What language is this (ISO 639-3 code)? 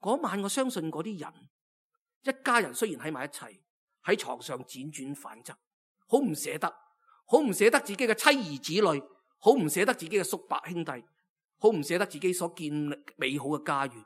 yue